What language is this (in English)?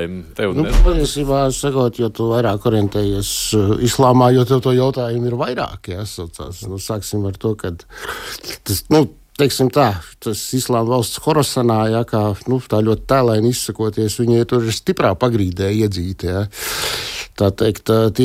Latvian